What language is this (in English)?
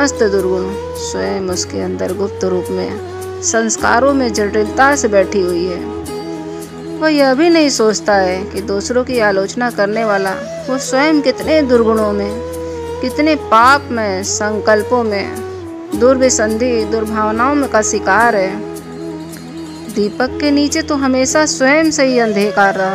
Hindi